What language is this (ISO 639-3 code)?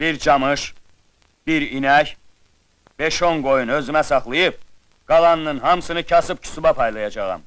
aze